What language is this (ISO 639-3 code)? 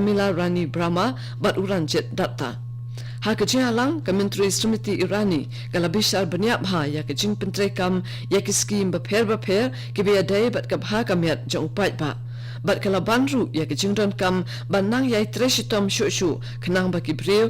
kha